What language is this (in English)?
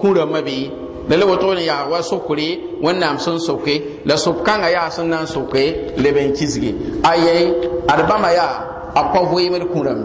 Mossi